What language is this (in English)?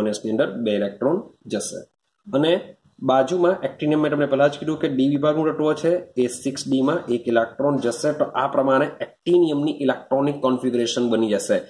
Gujarati